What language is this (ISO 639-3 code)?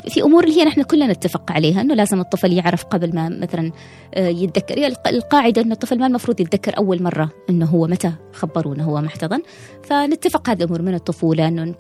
afb